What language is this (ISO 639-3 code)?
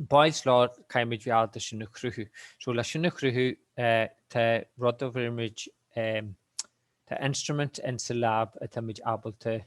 gle